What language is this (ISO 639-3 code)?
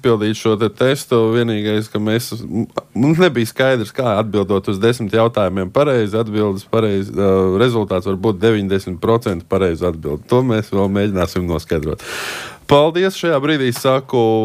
lav